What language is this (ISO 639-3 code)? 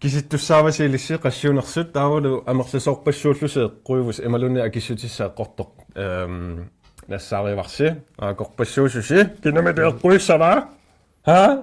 kal